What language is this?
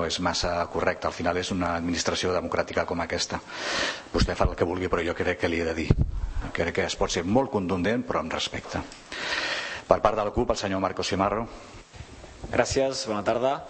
Catalan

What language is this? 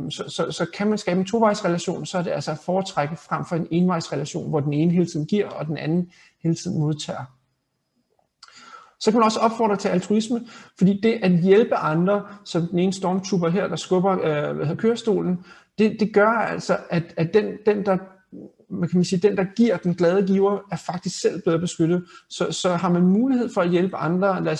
Danish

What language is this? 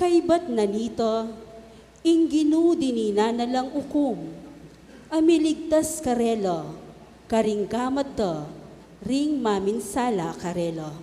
Pampanga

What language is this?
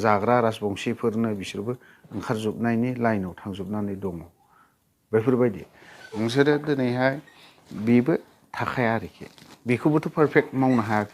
Bodo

